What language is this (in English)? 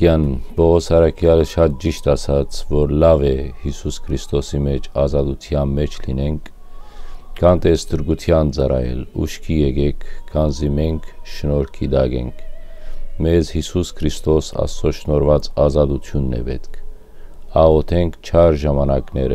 Western Armenian